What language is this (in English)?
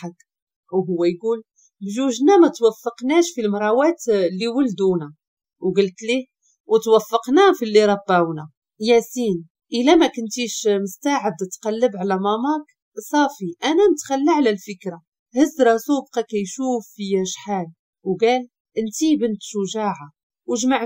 Moroccan Arabic